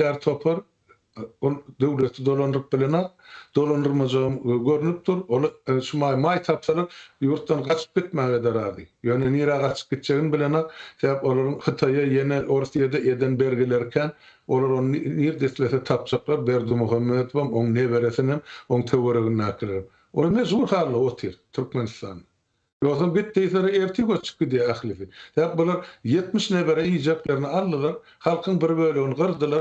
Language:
Turkmen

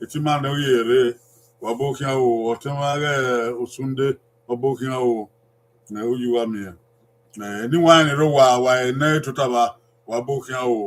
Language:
Bini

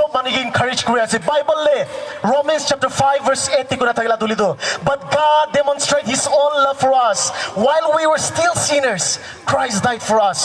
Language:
Naga Pidgin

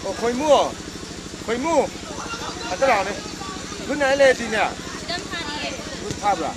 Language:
Manipuri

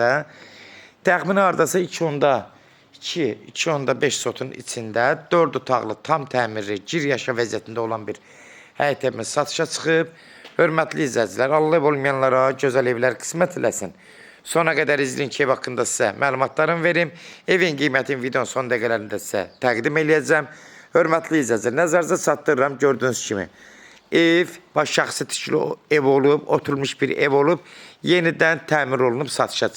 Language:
Azerbaijani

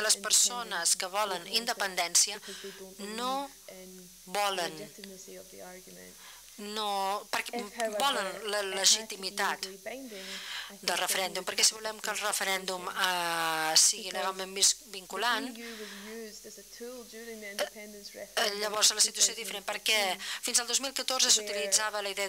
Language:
Catalan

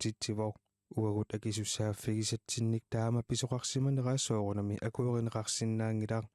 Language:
Kalaallisut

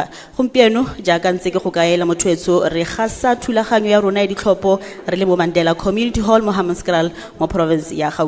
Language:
Tswana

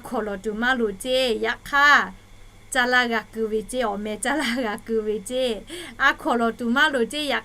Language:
Lahu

